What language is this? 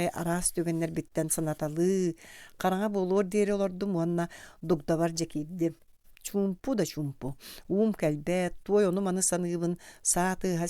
Yakut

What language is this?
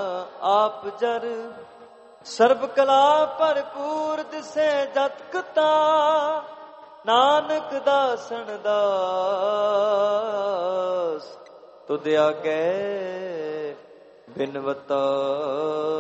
Punjabi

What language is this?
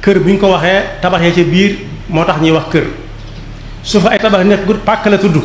Wolof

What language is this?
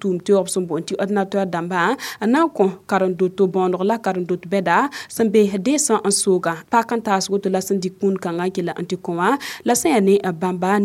Mossi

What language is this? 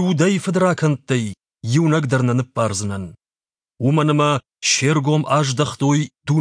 Ossetic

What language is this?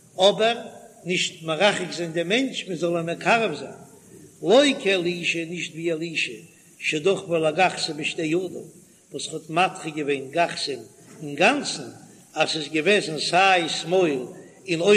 Yiddish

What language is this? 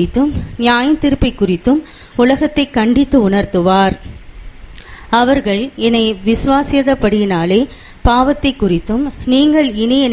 Tamil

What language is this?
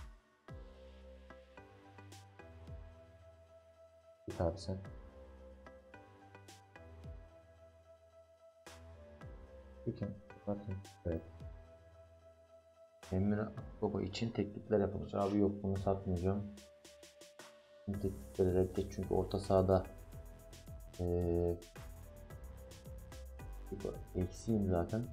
Turkish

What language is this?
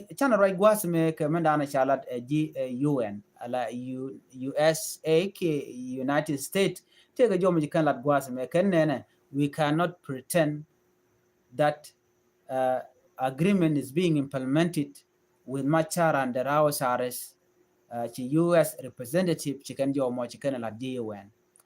Nuer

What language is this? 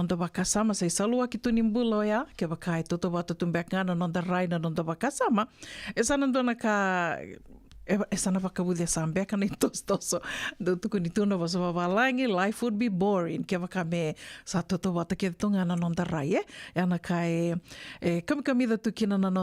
Fijian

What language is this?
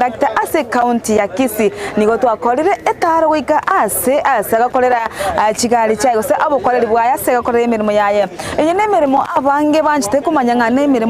Gusii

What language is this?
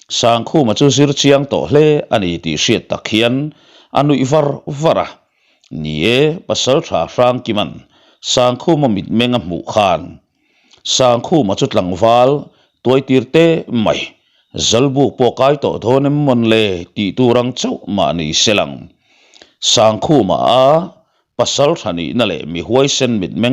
Mizo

